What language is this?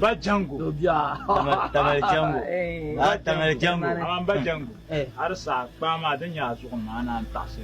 Dagbani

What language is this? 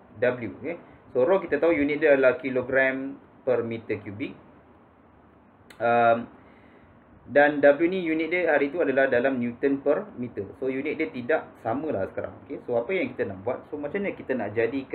Malay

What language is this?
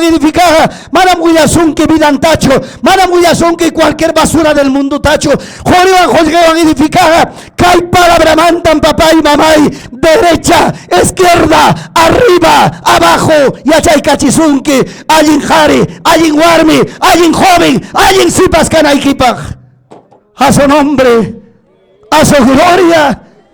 Ayacucho Quechua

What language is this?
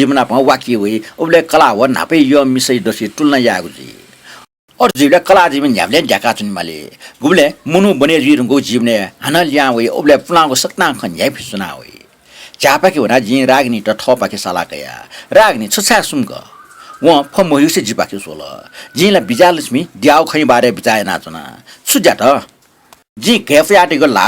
Newari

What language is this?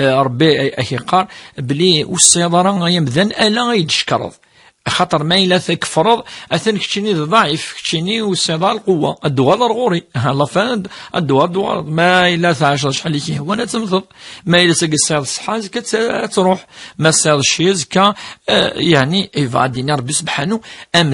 Kabyle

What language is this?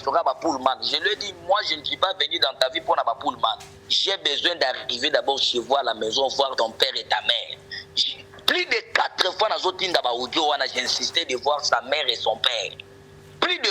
Lingala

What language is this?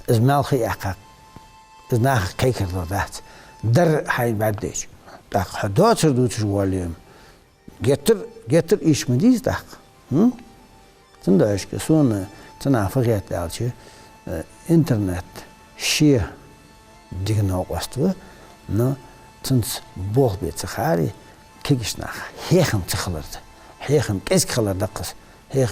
Ingush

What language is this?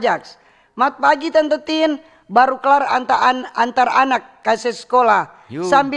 Manado Malay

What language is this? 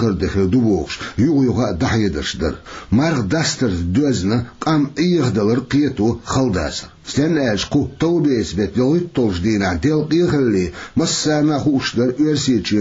Chechen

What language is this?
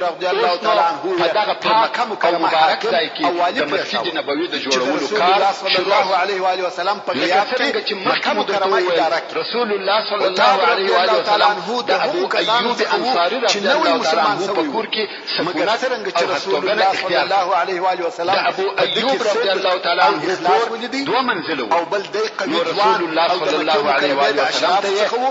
Pashto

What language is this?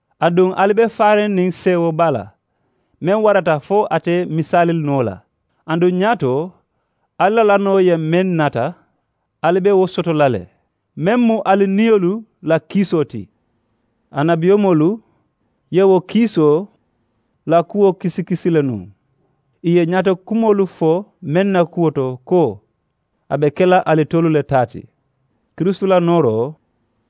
Mandingo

